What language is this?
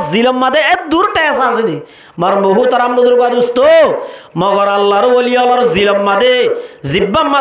Rohingya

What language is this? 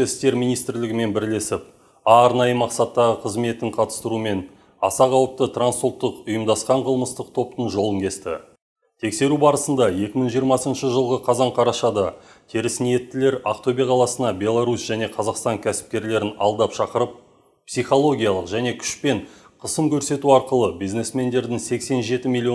Kazakh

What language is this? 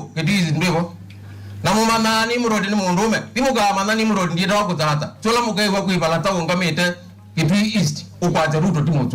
Kamba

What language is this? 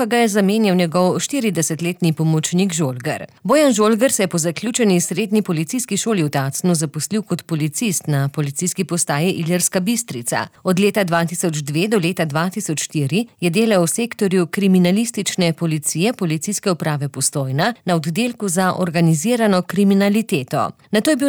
Slovenian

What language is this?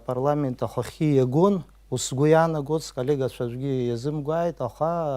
Abkhazian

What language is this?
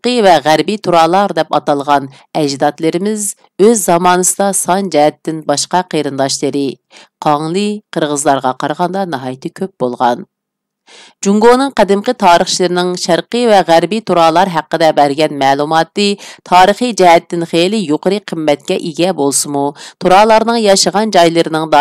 Uyghur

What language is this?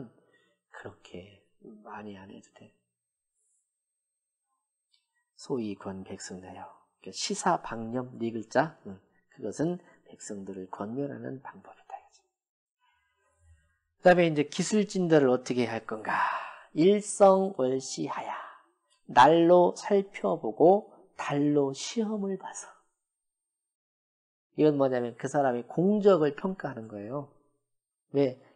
Korean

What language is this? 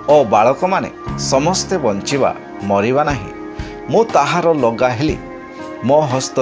Odia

